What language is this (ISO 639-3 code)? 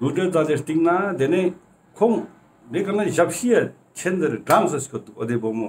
lbj